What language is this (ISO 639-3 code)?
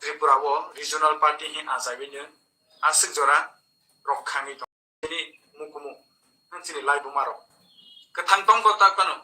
trp